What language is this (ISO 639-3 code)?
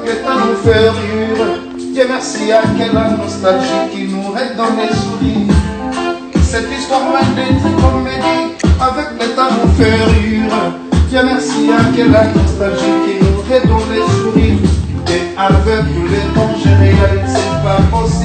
fra